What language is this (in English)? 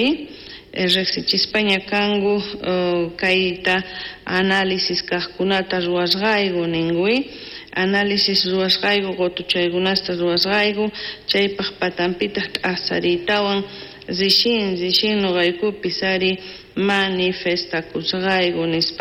South Bolivian Quechua